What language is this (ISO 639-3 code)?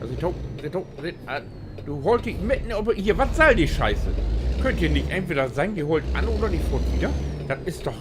nds